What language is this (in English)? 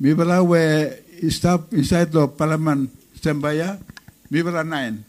Bislama